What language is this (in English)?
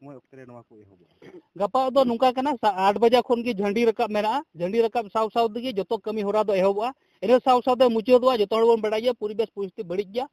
Santali